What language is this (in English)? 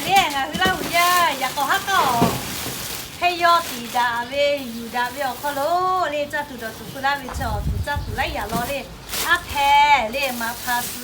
Lahu